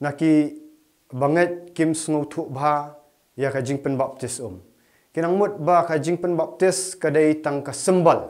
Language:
Khasi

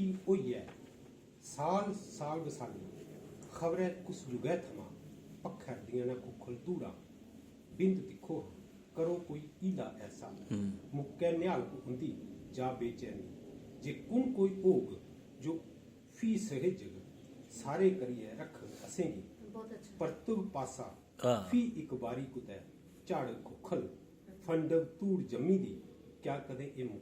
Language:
Dogri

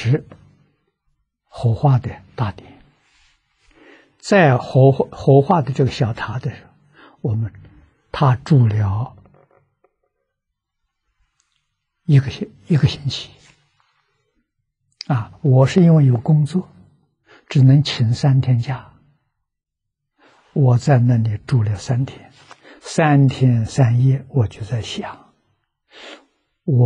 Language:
Chinese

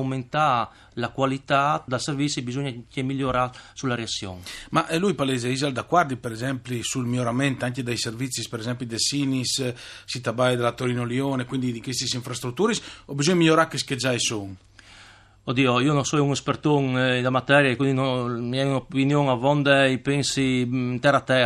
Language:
Friulian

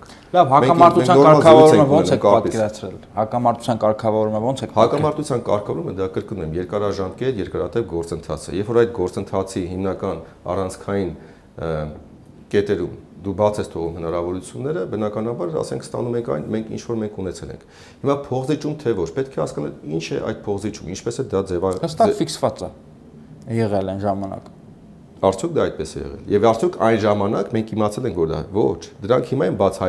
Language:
Armenian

